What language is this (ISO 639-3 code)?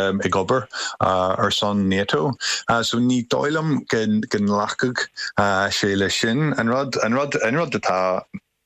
gle